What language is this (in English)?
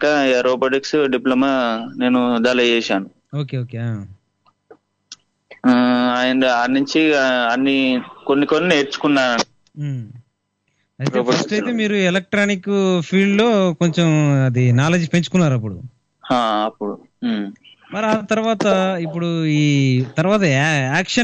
Telugu